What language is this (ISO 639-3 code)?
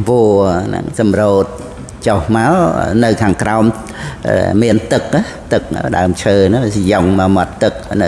khm